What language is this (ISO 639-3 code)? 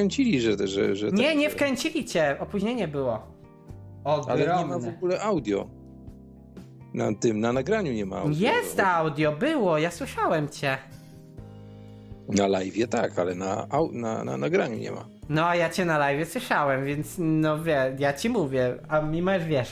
pol